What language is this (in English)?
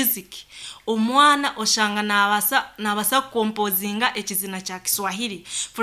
Nyankole